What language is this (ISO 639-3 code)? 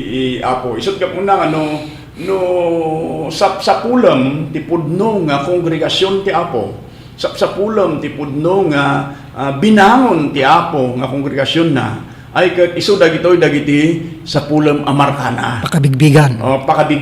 ilo